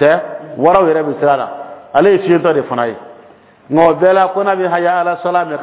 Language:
Dyula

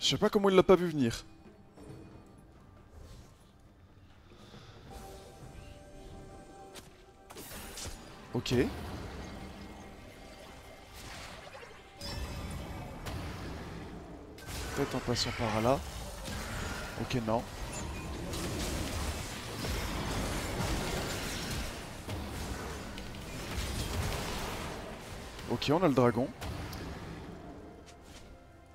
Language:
French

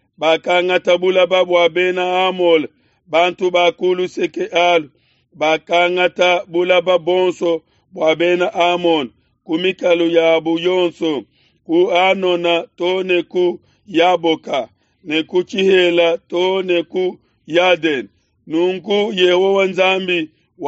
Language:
Luba-Lulua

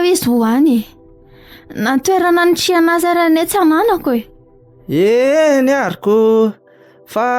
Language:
Malagasy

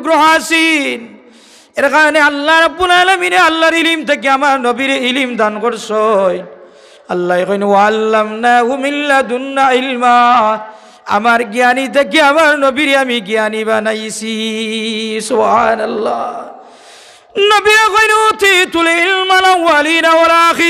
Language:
Sylheti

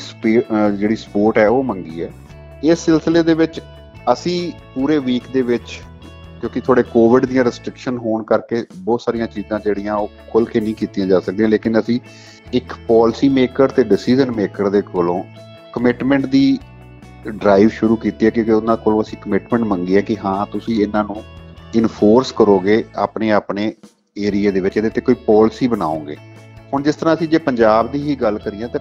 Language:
Punjabi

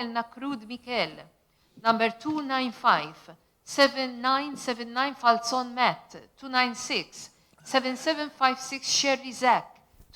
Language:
Maltese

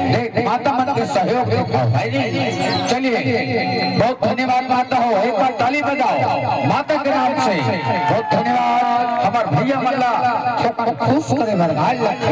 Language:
Chhattisgarhi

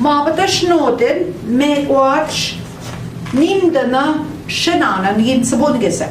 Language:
Central Ojibwa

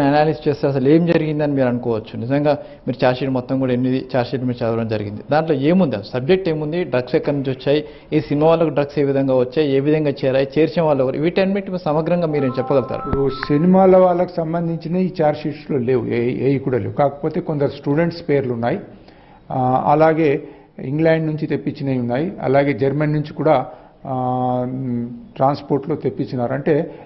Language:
Telugu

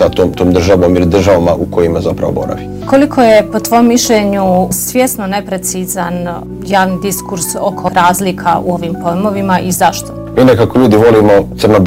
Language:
Bosnian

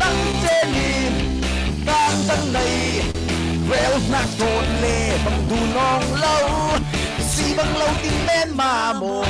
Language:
Falam Chin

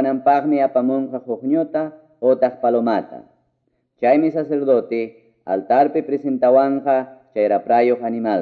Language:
Quechua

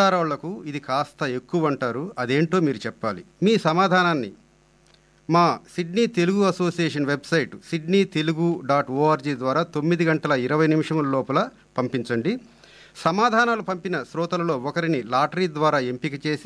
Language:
Telugu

